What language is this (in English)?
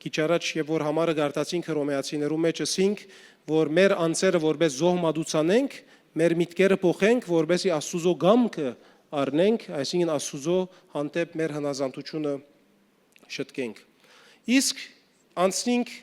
Western Armenian